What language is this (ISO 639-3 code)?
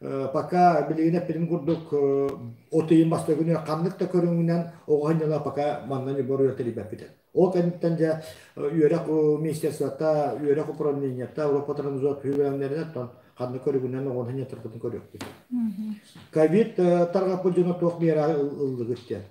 sah